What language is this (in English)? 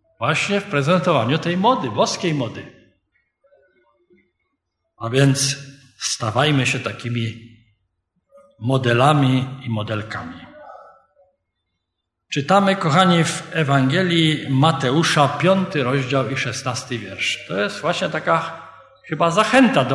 Polish